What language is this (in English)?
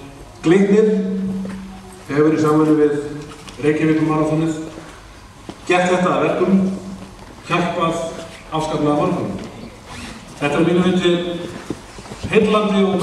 Icelandic